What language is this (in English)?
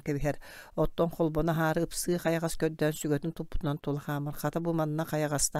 Yakut